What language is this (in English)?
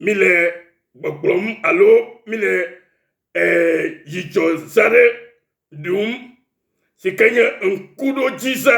Ewe